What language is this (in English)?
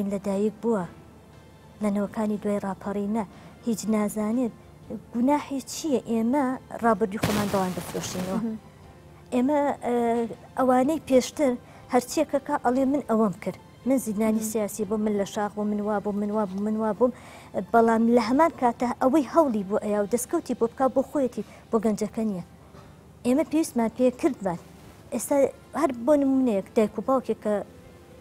Central Kurdish